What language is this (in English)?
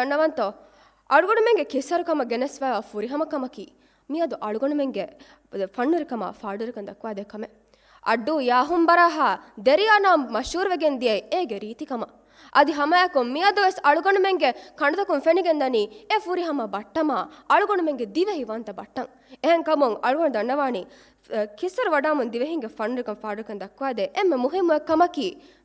Divehi